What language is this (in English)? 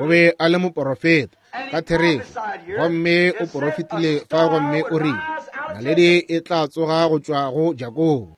Northern Sotho